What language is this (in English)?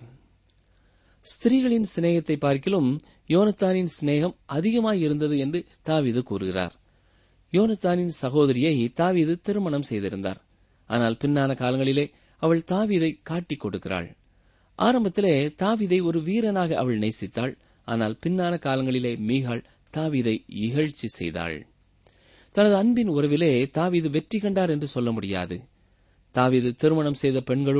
Tamil